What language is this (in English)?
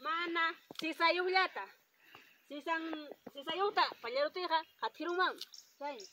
Ayacucho Quechua